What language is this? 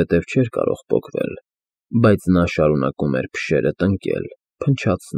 Armenian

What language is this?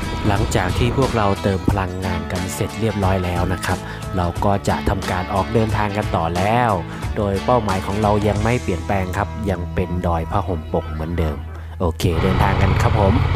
Thai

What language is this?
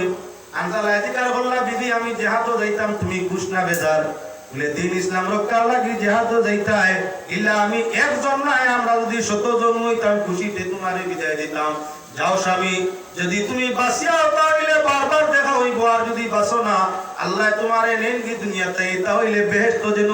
Sylheti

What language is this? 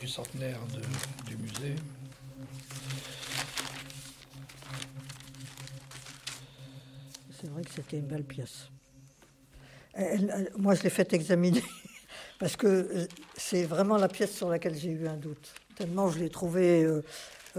French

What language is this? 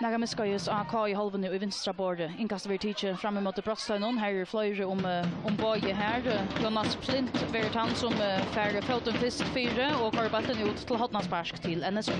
Faroese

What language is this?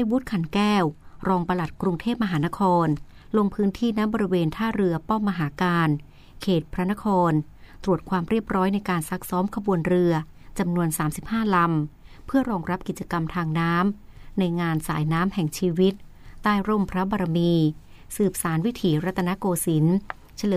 Thai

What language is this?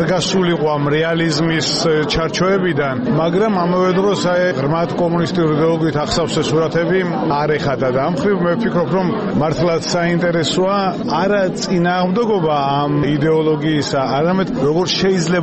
Georgian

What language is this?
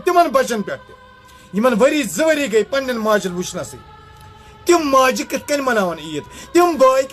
Kashmiri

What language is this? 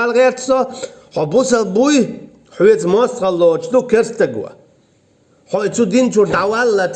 Chechen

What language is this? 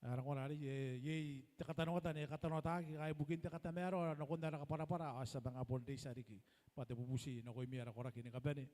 Gilbertese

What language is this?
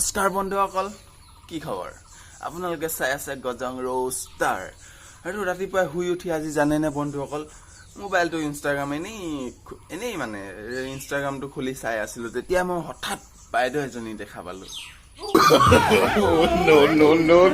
Assamese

